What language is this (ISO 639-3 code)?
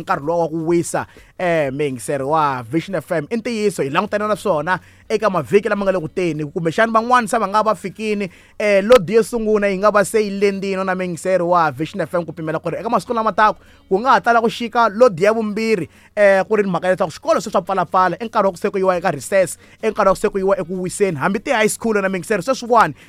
tso